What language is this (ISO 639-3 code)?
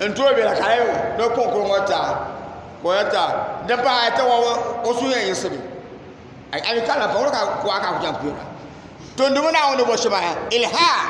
dag